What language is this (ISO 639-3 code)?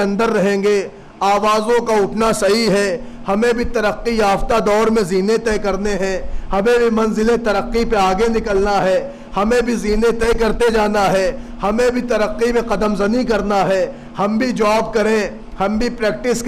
urd